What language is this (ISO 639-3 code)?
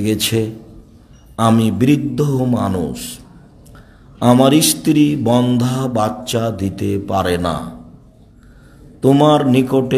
ben